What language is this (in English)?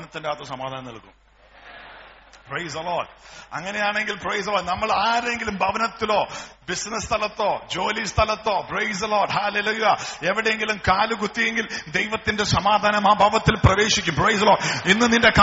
Malayalam